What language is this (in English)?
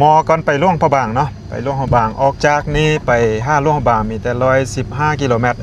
Lao